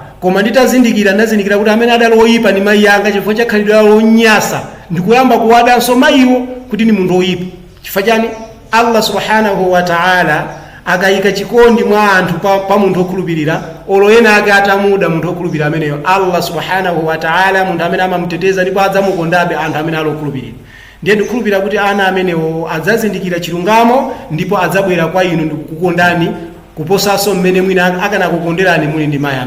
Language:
Nyanja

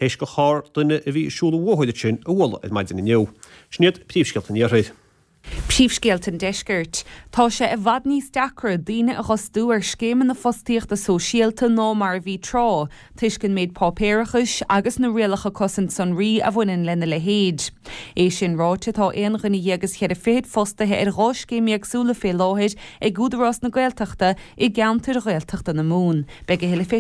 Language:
Irish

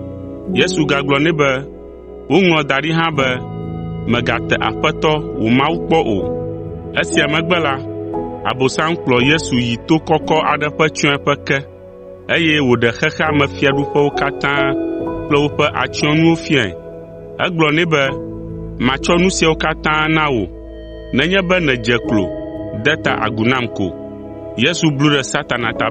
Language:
Ewe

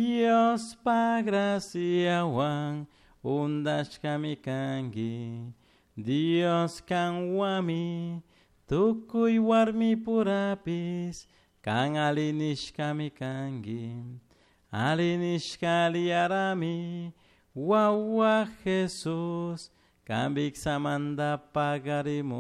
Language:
Chimborazo Highland Quichua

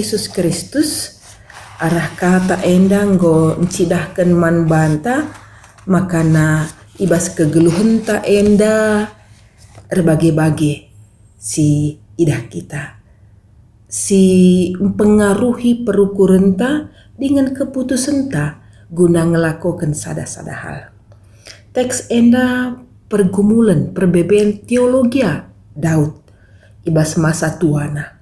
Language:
Batak Karo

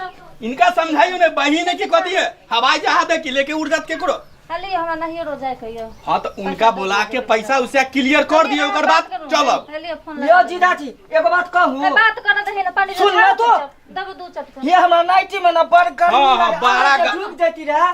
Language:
Maithili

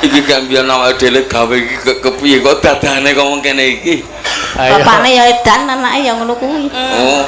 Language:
Javanese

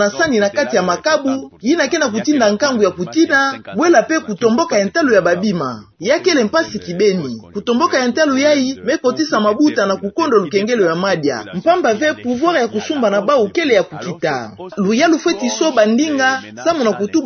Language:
Kituba (Democratic Republic of Congo)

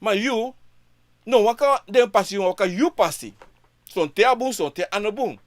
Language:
Sranan Tongo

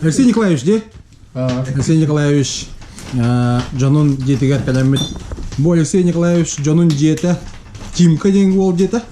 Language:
Yakut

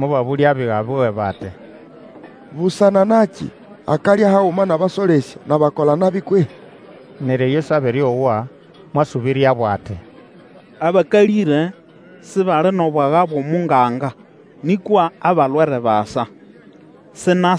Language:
Nande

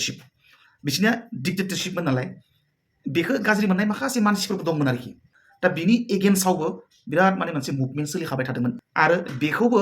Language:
Bodo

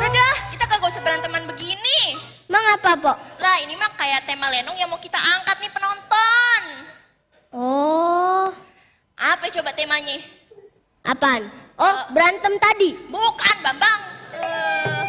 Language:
Betawi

